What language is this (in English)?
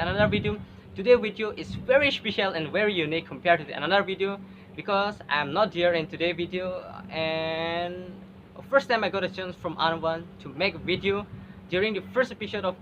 Karbi